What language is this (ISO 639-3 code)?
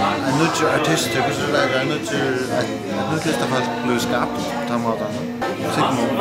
fao